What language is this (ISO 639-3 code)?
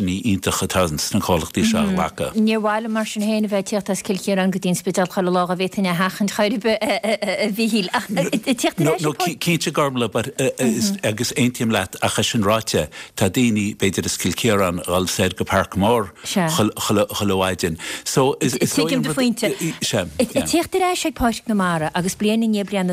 gle